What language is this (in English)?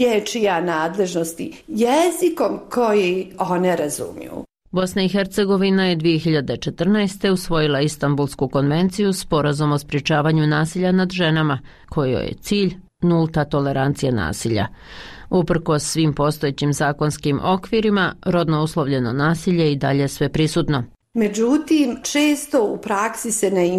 Bosnian